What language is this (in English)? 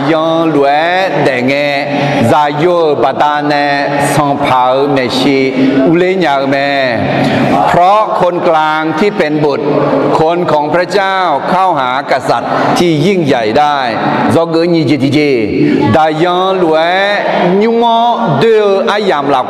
Akha